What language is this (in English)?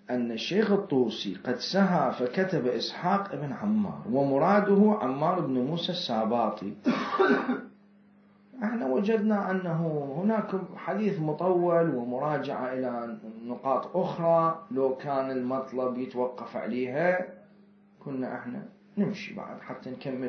Mesopotamian Arabic